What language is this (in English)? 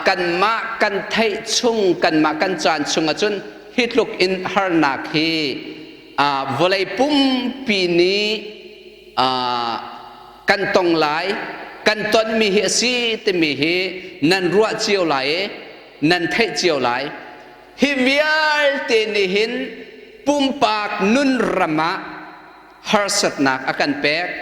Hakha Chin